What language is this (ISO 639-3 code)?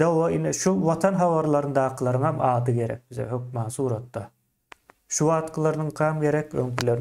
tuk